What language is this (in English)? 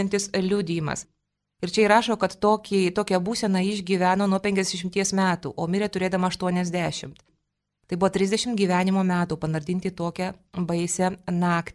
Lithuanian